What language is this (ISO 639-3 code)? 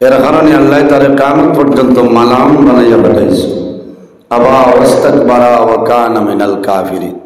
syl